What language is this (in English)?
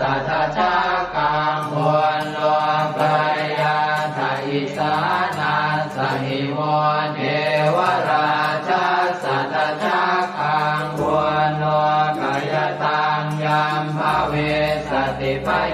Pali